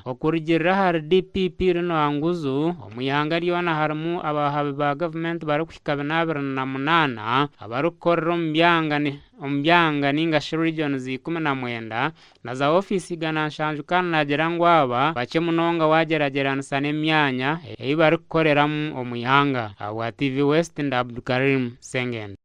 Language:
Nyankole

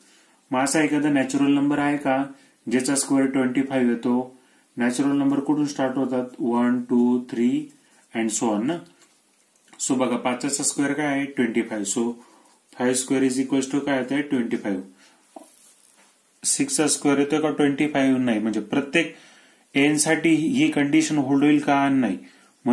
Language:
Marathi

